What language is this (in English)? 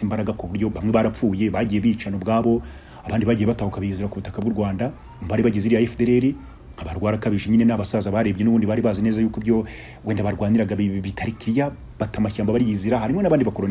Kinyarwanda